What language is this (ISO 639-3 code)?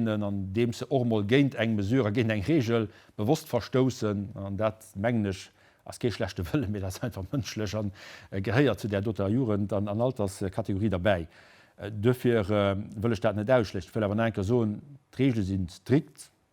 ltz